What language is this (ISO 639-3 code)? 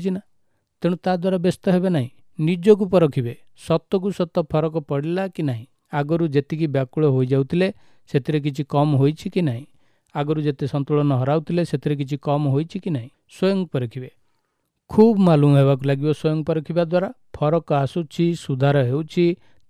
ori